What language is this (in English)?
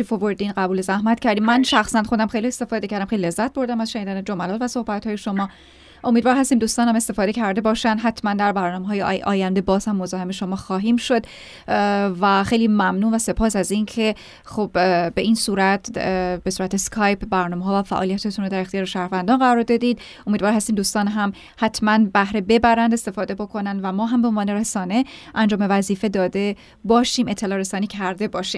Persian